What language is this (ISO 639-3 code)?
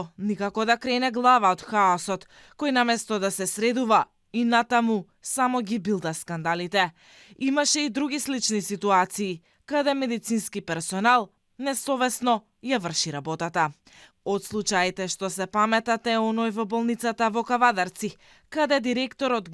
mkd